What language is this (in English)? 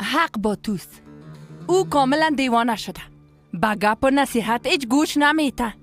Persian